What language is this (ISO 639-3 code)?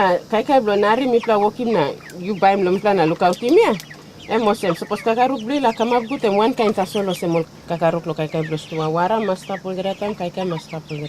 tpi